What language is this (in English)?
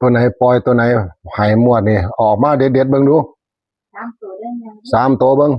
Northeastern Thai